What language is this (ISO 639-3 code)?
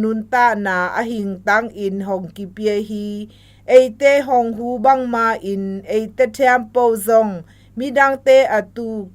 zom